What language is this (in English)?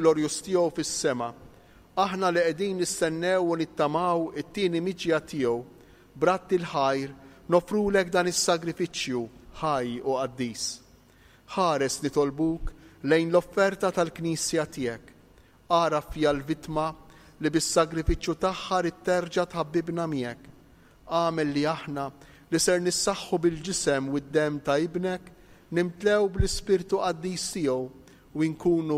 Maltese